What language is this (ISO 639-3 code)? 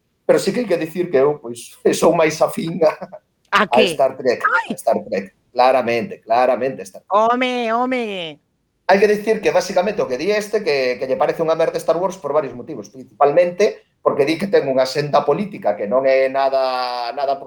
glg